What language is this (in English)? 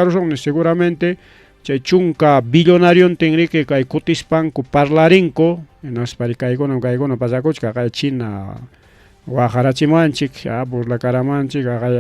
Ayacucho Quechua